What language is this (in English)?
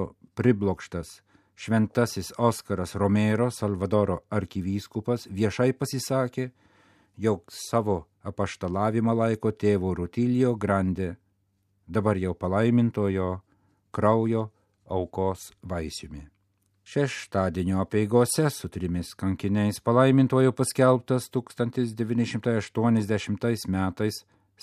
Lithuanian